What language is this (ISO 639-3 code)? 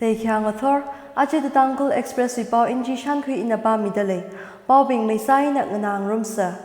nmf